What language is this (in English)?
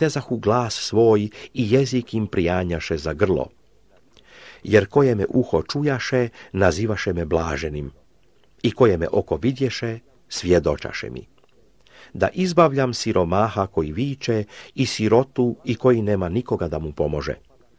Croatian